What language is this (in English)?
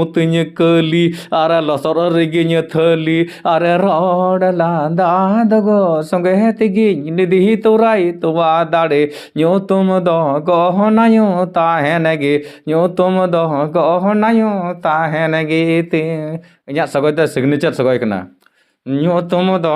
Santali